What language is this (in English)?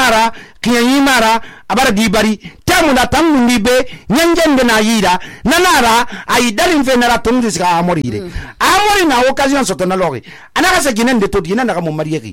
Susu